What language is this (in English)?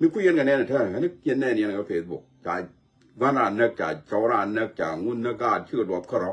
Nuer